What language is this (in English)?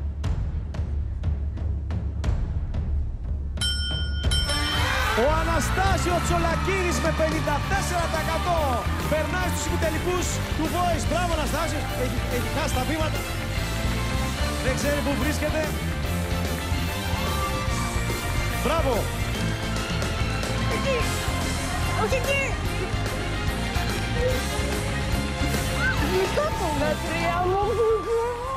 Greek